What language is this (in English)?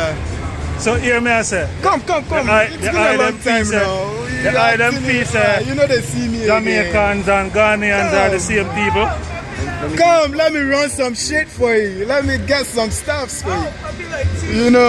Jamaican Creole English